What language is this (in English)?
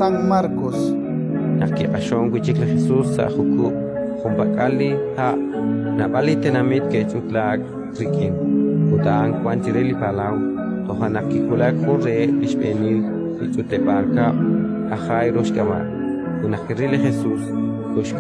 Kekchí